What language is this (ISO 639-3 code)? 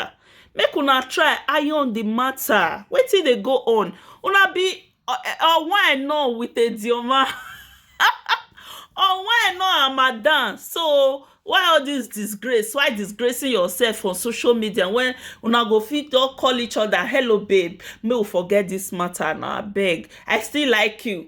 pcm